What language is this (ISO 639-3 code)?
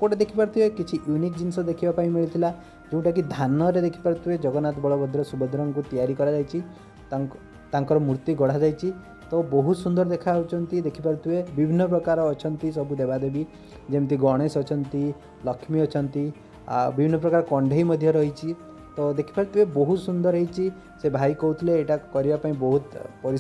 ori